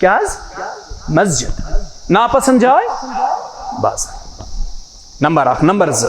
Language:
Kashmiri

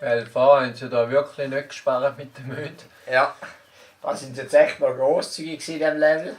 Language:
Swiss German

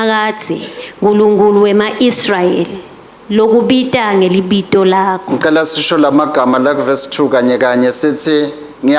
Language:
Swati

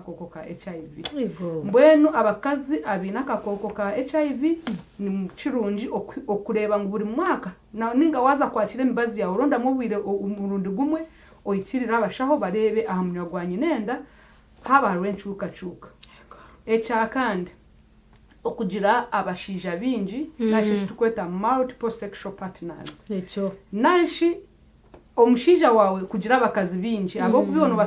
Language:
Nyankole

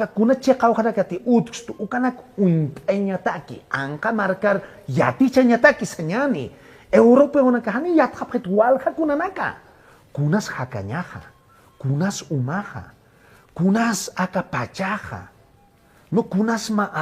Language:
Aymara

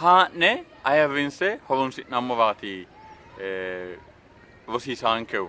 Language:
Sidamo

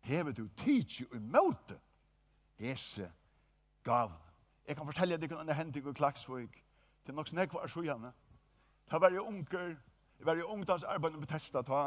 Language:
Faroese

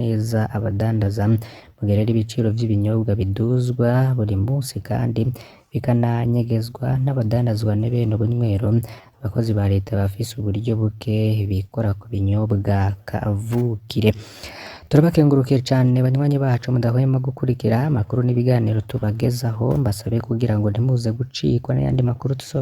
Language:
Rundi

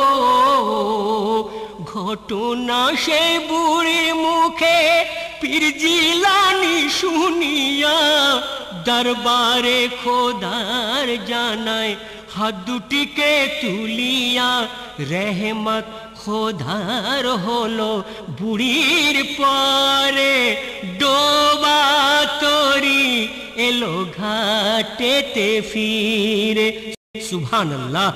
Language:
Bangla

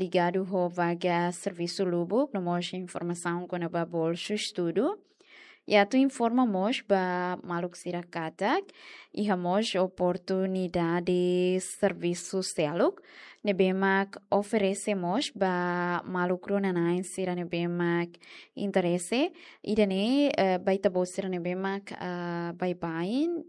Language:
Tetum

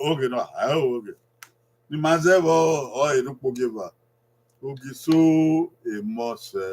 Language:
Bini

